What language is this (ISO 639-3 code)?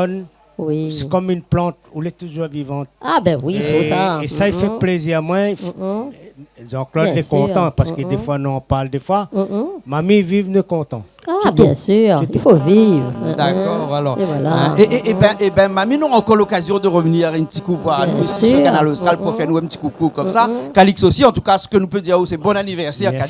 rcf